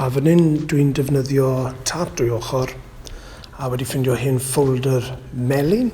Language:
Welsh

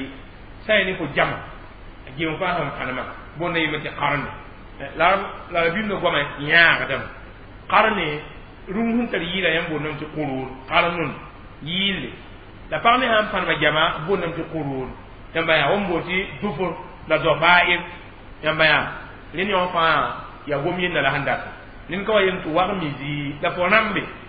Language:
Mossi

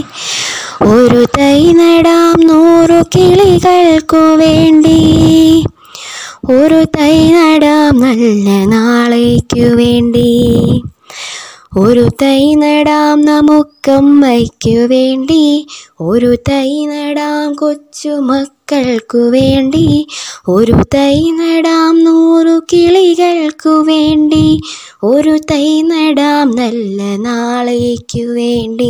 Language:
Malayalam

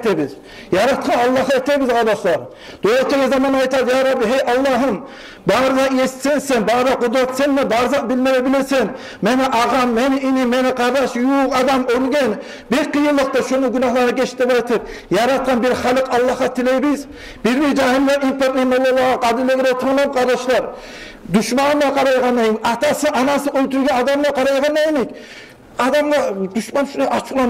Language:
Kumyk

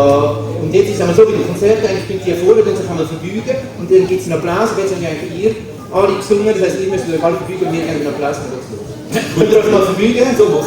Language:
Swiss German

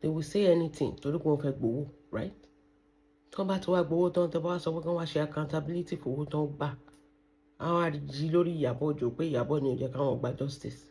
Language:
Yoruba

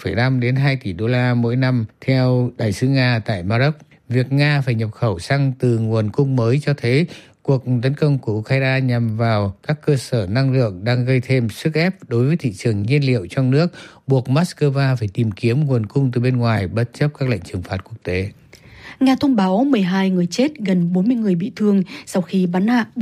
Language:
Vietnamese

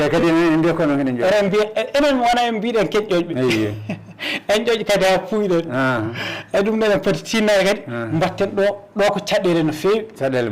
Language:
Fula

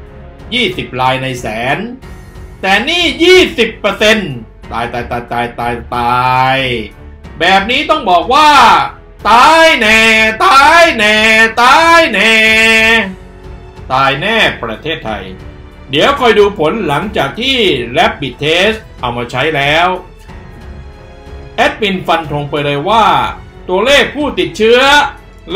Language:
Thai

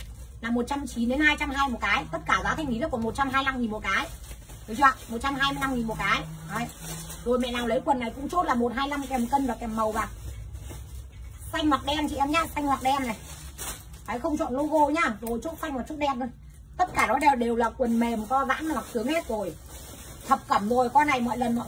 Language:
Vietnamese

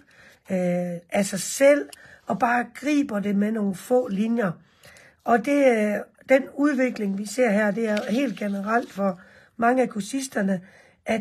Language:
Danish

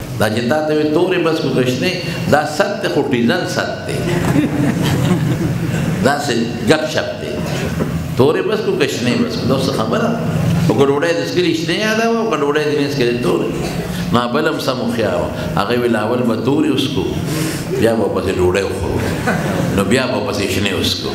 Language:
Pashto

